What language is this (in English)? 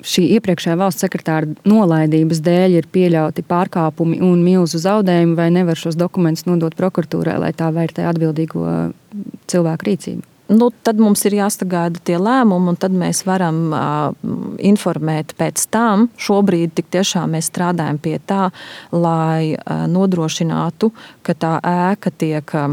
Latvian